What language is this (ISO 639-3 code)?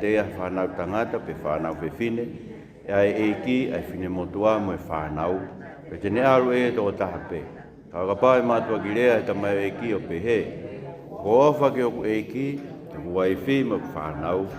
ton